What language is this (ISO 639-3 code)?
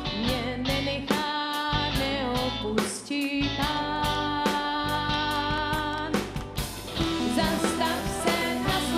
ces